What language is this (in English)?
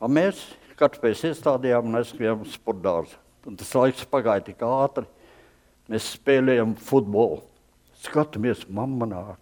Latvian